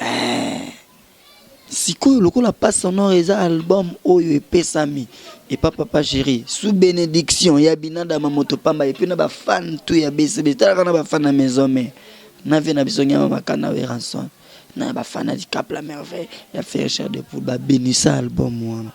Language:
Lingala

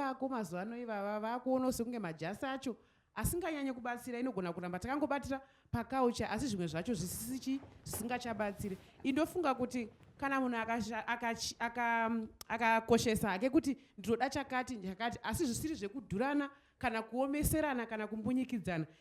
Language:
Shona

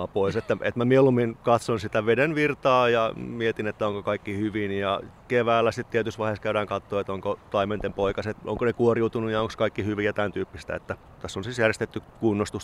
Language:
Finnish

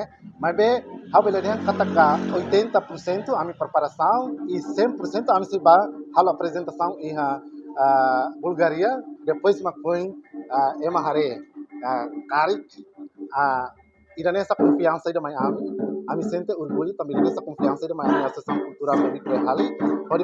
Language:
Tetum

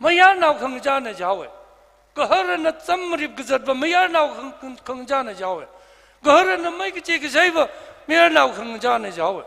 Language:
Tangkhul Naga (India)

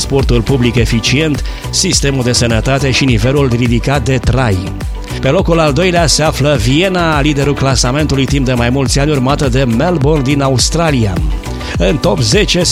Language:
Romanian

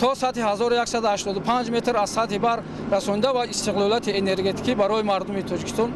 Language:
Tajik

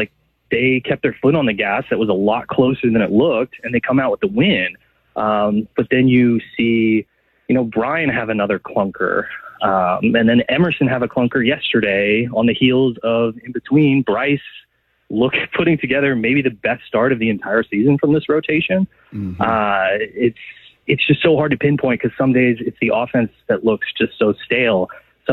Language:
English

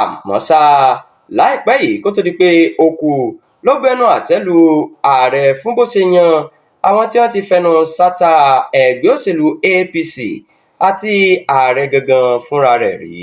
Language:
Yoruba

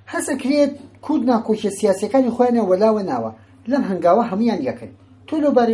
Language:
Central Kurdish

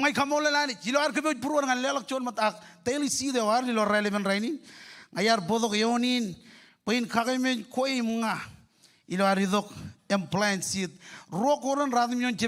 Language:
Marshallese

